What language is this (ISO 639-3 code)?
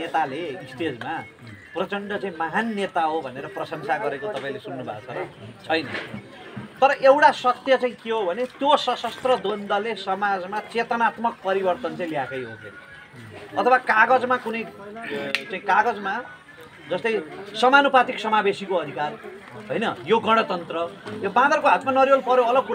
nep